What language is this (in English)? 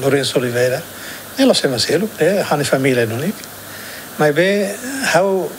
Tetum